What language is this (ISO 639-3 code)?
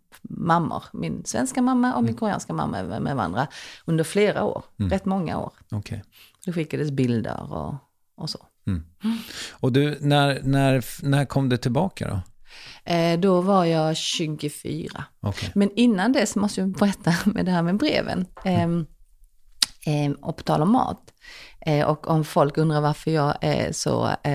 swe